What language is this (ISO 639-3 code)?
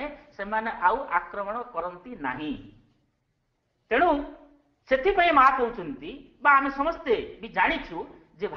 ori